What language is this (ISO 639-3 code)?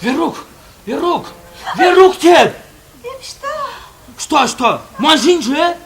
chv